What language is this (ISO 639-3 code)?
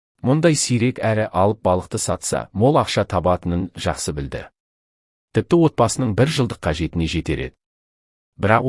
kaz